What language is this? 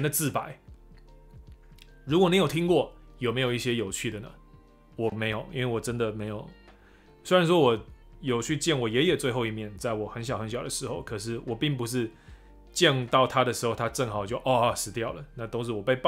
Chinese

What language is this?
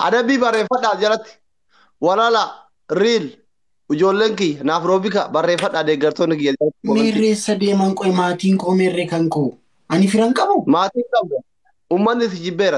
Oromo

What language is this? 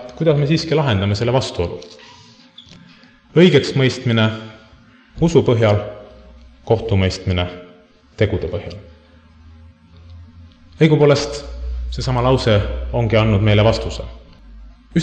Estonian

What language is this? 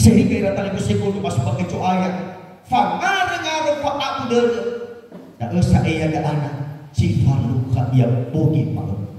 Nias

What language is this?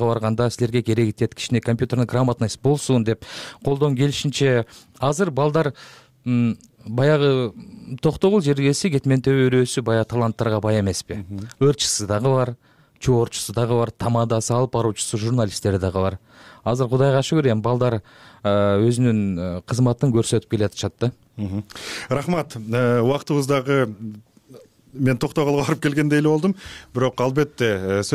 Kyrgyz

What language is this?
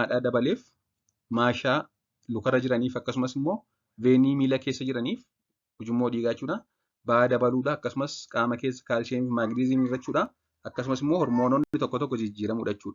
Oromo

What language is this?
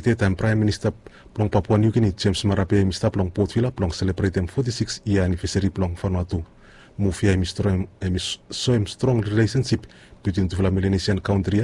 Bislama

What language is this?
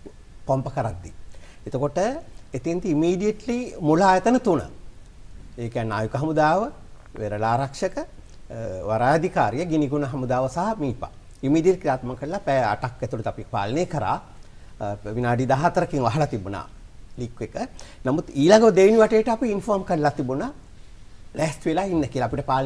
Sinhala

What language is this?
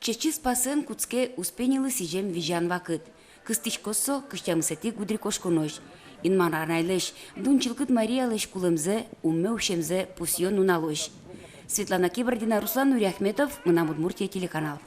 Udmurt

